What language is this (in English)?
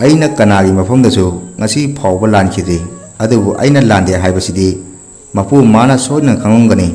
Manipuri